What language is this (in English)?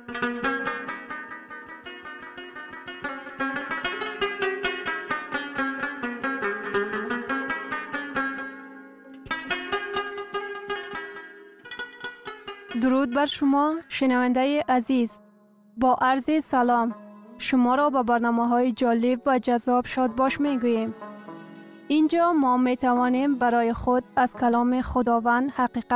Persian